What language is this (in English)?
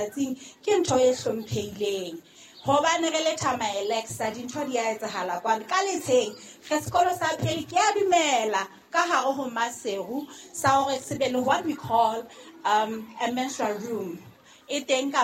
Southern Sotho